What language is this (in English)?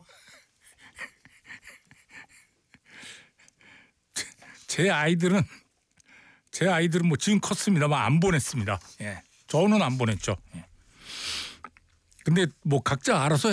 Korean